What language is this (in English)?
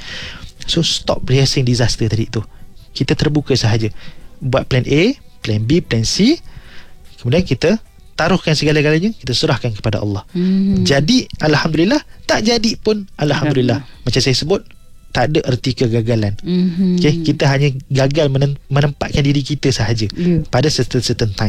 Malay